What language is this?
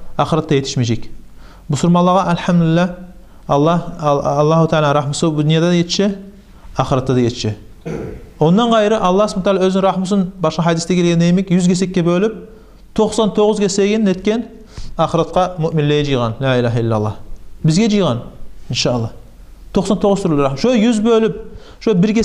Kumyk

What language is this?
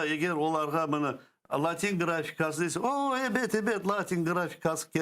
Crimean Tatar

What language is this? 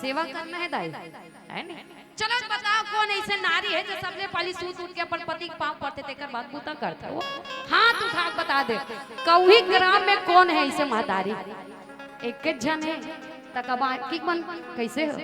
Chhattisgarhi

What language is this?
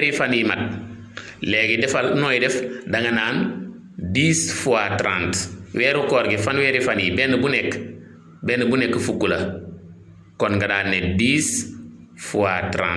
Wolof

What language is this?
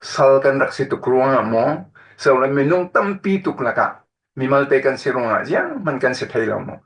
Falam Chin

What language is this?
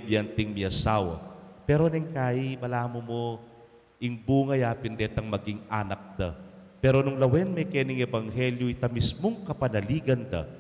Pampanga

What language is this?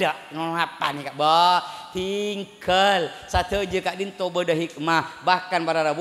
Madurese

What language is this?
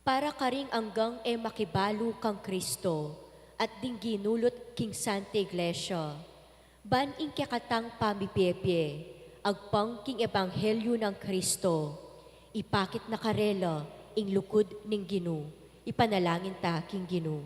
Pampanga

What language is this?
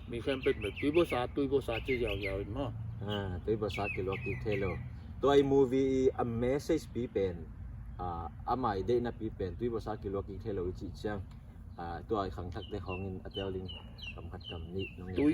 Tedim Chin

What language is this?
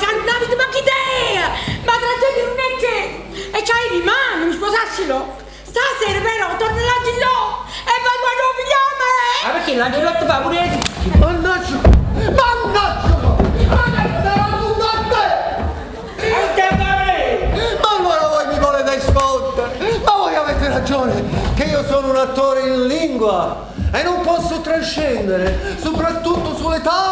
Neapolitan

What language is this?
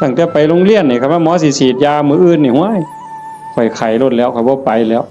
Northeastern Thai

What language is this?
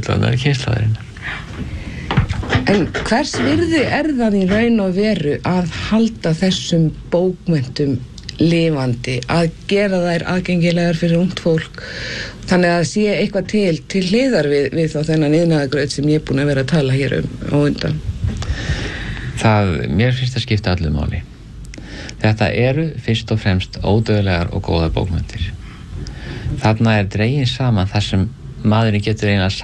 Icelandic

